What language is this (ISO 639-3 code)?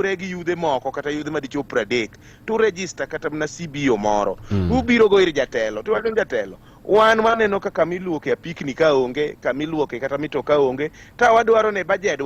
luo